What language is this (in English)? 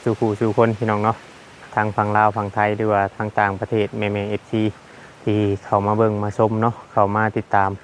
Northeastern Thai